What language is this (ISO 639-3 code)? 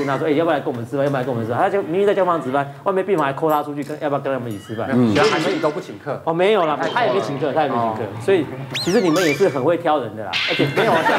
zho